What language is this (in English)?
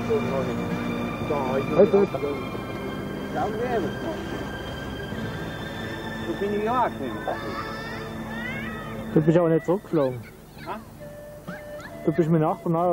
German